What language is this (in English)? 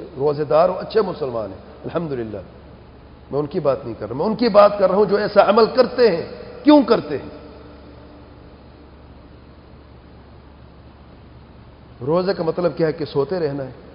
Urdu